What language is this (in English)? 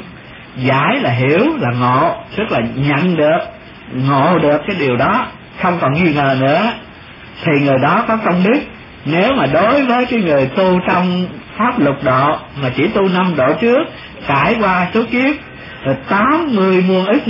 Vietnamese